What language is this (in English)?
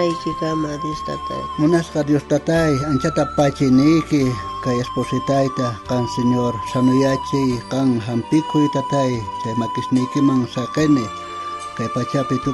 South Bolivian Quechua